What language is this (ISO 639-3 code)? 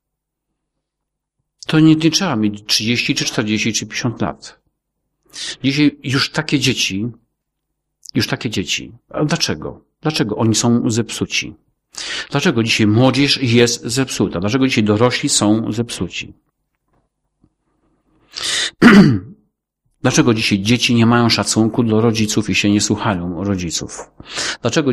pol